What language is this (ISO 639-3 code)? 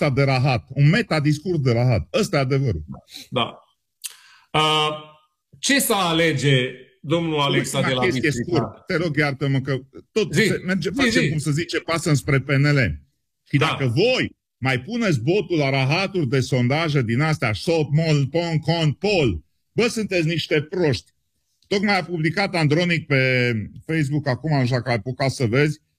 ron